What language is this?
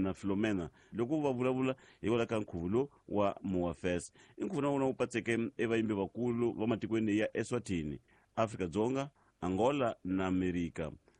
Tsonga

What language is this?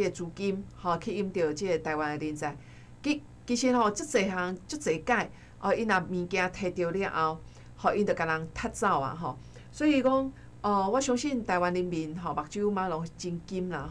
Min Nan Chinese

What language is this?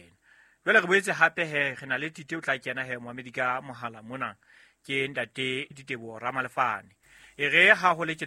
Southern Sotho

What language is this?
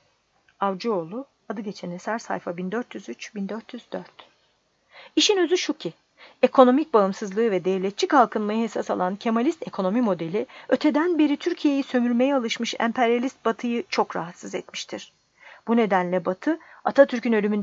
Turkish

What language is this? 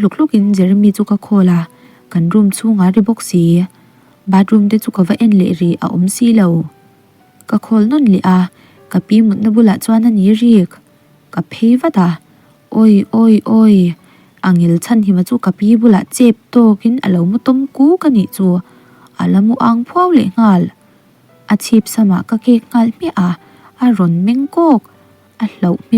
Mizo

